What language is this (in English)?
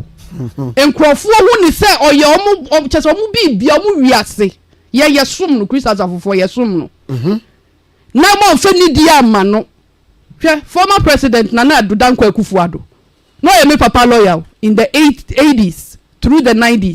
Akan